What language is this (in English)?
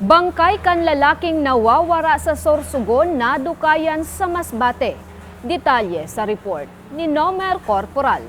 Bikol